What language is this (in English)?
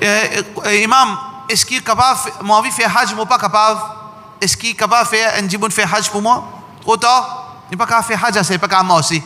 Morisyen